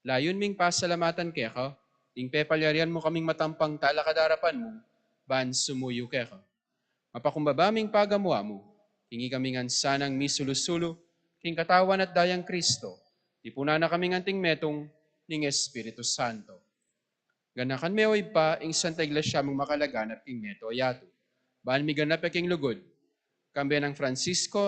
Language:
Pampanga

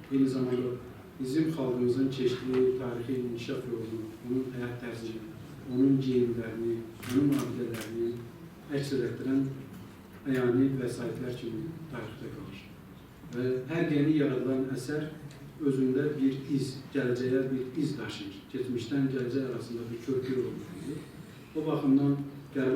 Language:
Azerbaijani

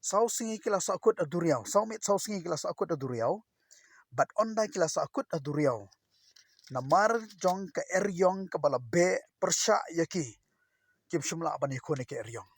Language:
Khasi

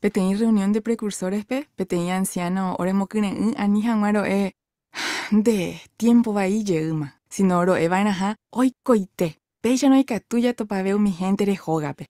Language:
Guarani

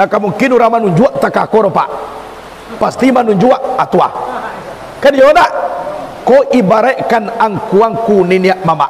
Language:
Minangkabau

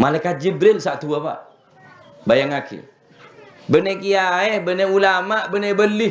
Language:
Madurese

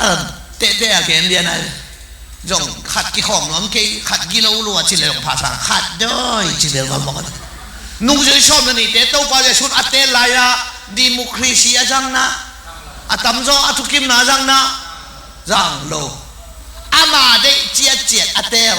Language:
Tedim Chin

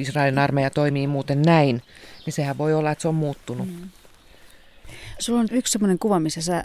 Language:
Finnish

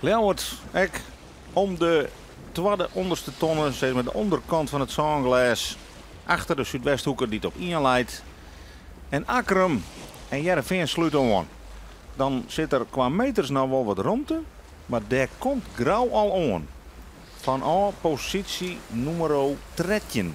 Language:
Western Frisian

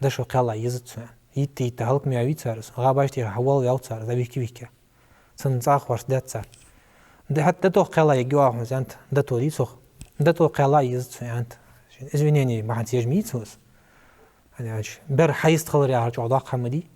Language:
Ingush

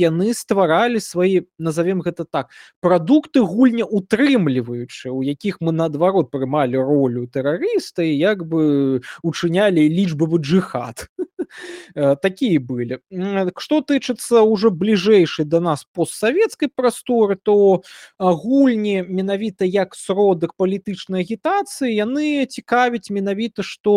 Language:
Belarusian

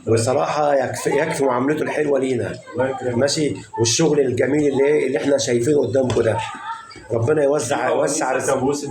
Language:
Egyptian Arabic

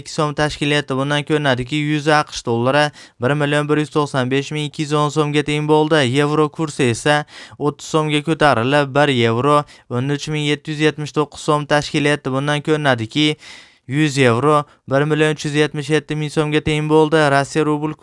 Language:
Uzbek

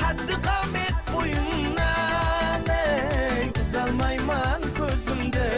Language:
Kara-Kalpak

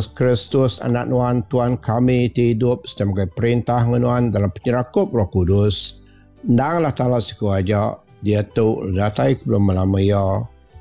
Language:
Iban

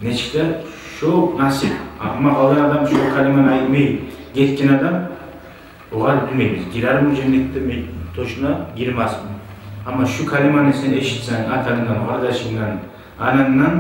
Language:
Kumyk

